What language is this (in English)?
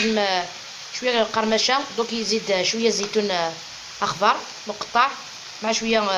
Algerian Arabic